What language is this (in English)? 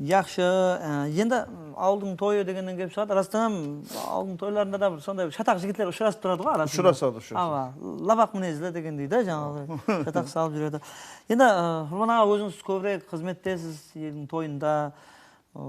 Kara-Kalpak